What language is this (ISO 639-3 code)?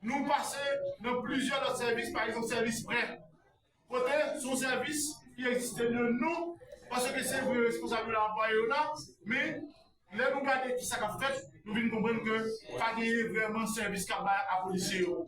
hat